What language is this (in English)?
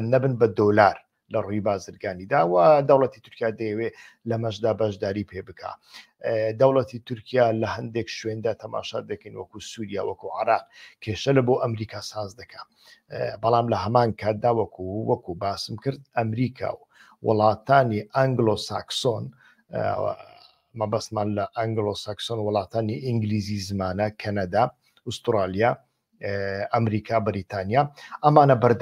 Central Kurdish